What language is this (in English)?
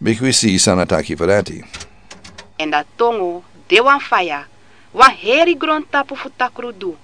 Sranan Tongo